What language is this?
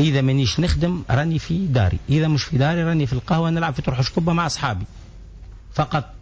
Tunisian Arabic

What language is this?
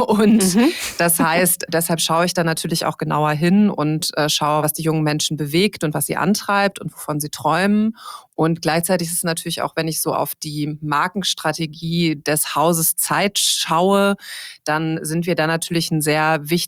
German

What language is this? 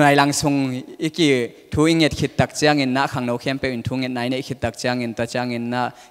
Tedim Chin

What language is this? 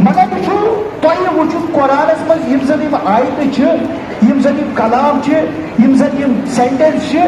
Kashmiri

